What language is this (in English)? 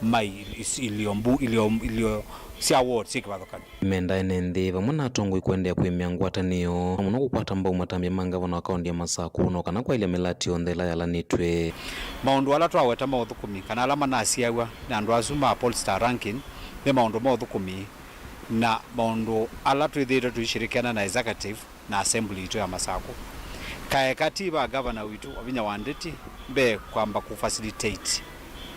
Kamba